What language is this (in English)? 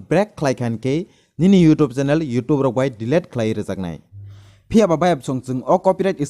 Kok Borok